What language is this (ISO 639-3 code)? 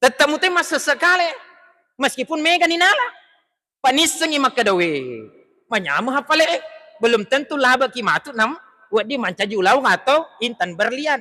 bug